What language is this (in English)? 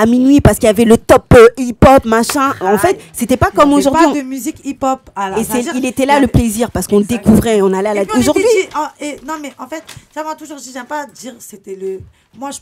French